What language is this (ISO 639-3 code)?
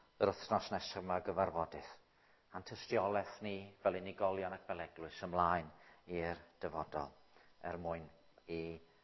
cym